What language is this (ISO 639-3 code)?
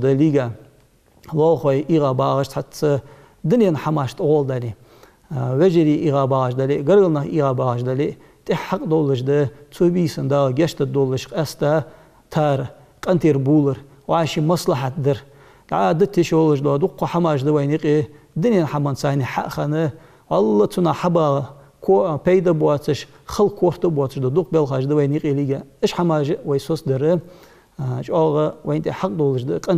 inh